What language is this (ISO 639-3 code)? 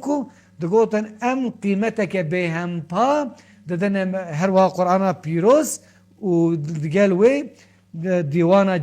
kur